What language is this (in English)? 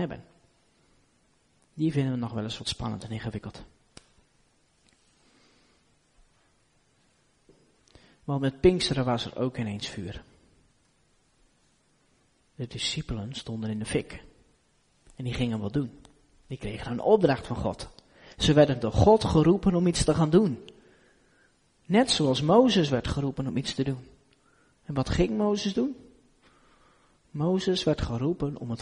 Dutch